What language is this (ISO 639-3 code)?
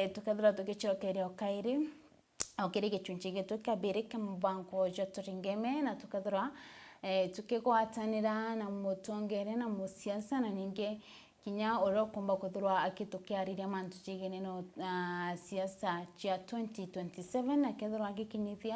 mer